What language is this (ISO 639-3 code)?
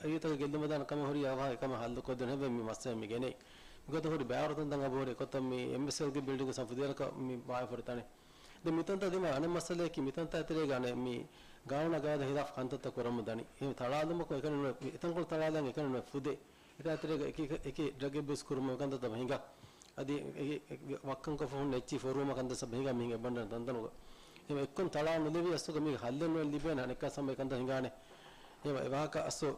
div